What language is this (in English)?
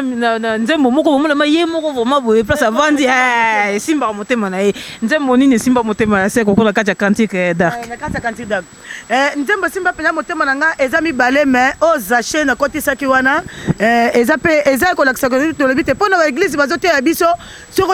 Lingala